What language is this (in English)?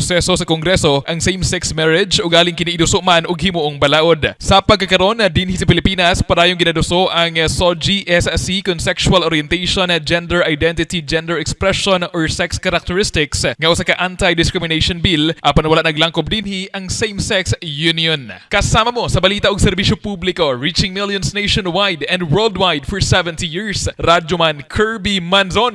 Cebuano